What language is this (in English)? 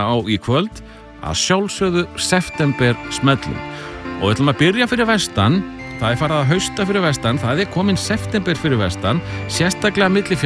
Icelandic